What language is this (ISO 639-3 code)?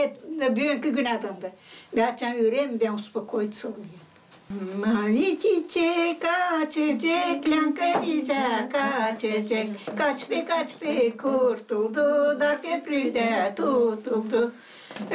gag